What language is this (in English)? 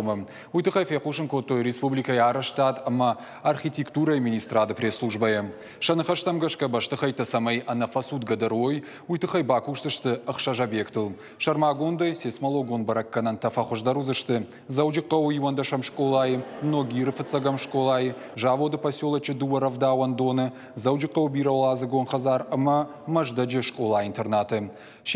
Ossetic